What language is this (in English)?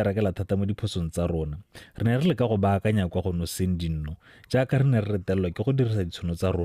Tswana